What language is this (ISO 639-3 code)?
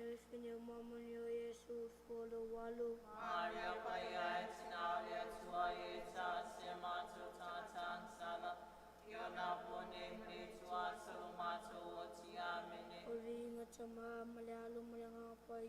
smo